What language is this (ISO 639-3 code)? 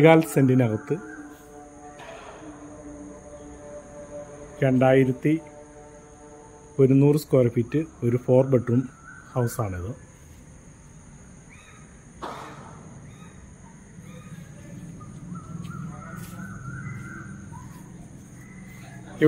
mal